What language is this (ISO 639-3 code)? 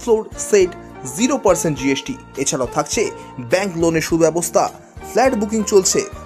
ben